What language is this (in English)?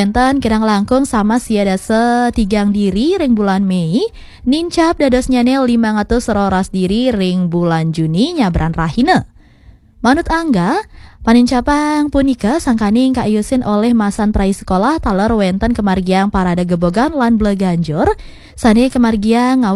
Balinese